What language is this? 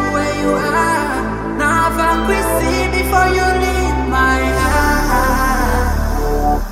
Kinyarwanda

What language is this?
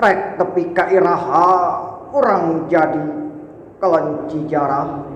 Sundanese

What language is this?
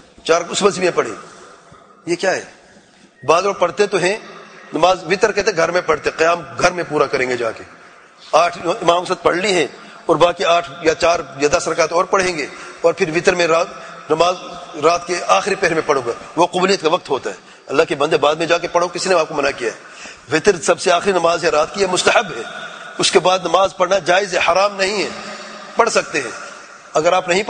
Urdu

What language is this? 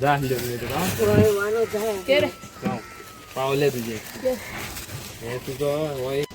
Konkani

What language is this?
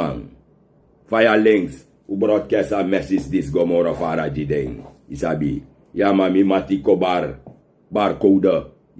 Sranan Tongo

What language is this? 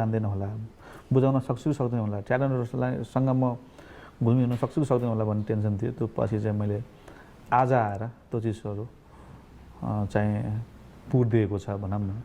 Nepali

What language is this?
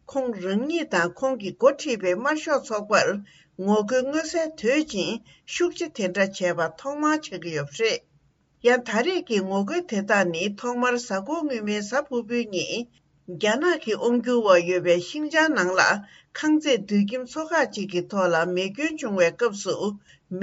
Tibetan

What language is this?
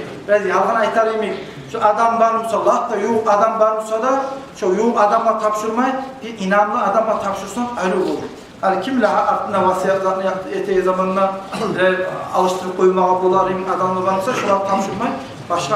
Kumyk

